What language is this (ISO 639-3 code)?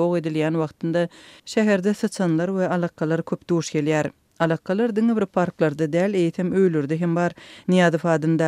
tuk